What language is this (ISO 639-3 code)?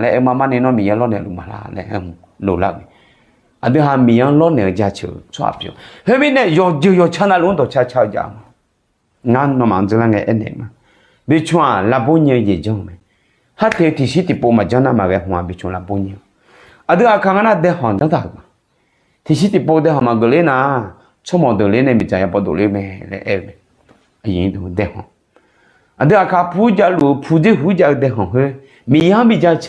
ahk